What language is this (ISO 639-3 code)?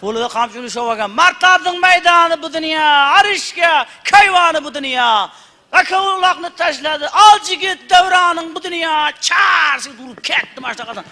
uzb